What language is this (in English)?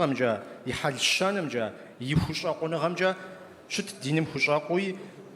Kabardian